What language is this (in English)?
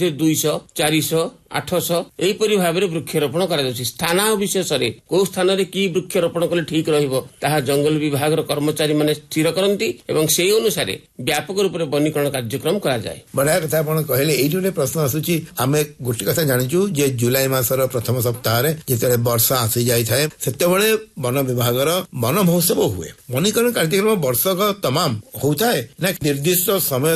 Odia